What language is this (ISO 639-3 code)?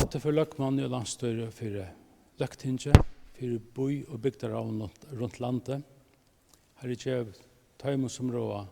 fao